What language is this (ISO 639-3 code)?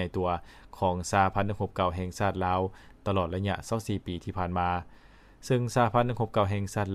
lao